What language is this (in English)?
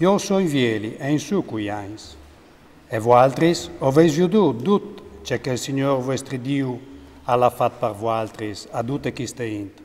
Friulian